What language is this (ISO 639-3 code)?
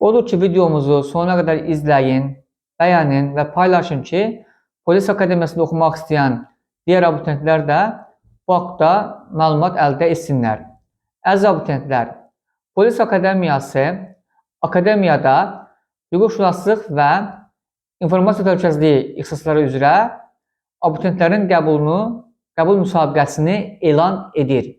aze